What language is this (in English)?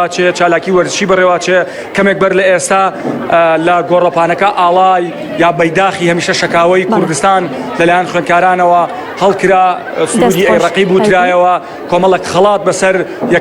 Central Kurdish